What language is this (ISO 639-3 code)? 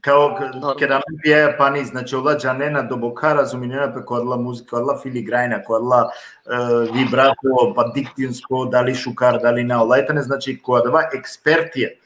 rmn